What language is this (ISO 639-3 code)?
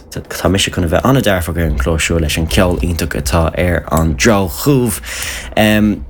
gle